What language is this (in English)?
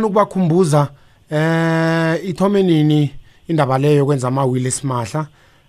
South Ndebele